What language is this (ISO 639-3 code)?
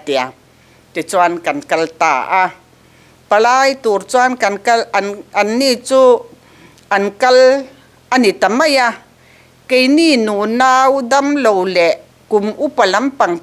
lus